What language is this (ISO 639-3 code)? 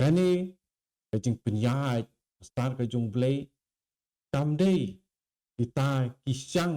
kha